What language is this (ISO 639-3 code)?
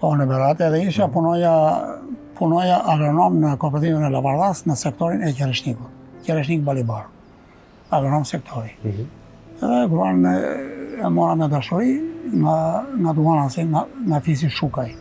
sqi